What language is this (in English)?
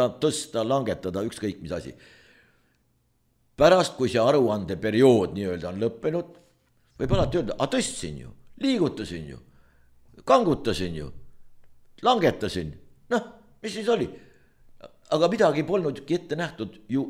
Estonian